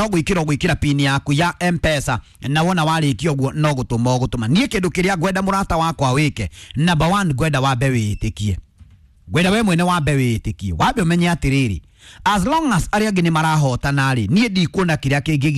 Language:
Kikuyu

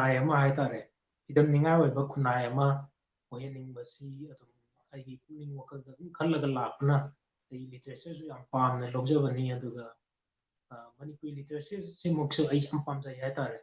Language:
Manipuri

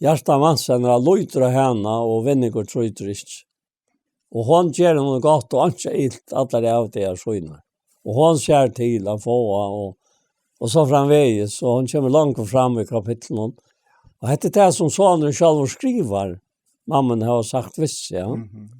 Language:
Faroese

